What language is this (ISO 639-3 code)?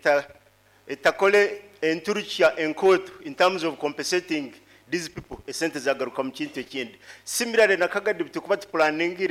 nyo